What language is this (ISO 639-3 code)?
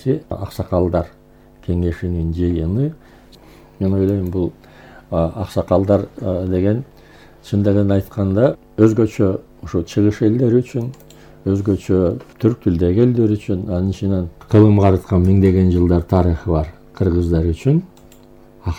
kir